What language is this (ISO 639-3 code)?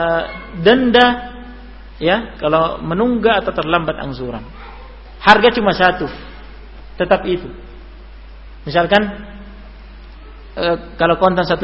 ind